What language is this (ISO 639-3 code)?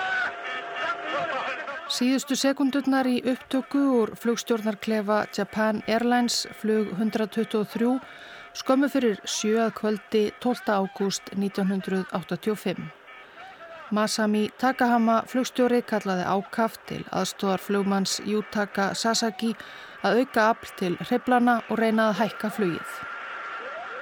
isl